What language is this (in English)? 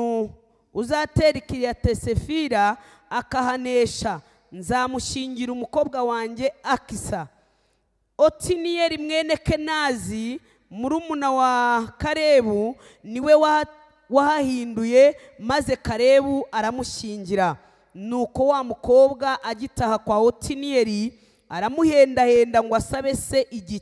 Kinyarwanda